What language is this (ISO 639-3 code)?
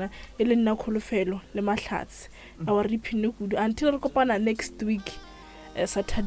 nso